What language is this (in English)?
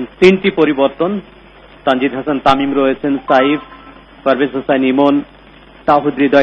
Bangla